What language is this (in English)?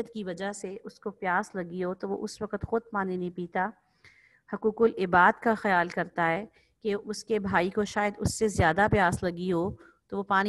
Urdu